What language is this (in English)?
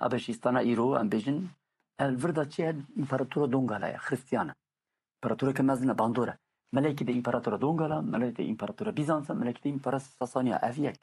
Kurdish